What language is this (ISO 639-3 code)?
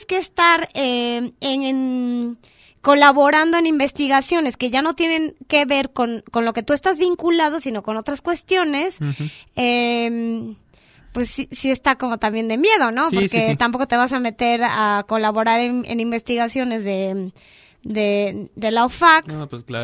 spa